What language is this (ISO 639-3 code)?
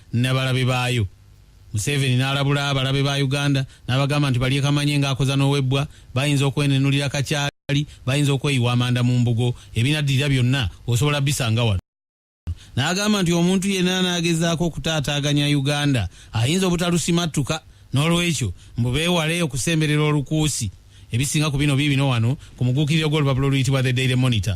lug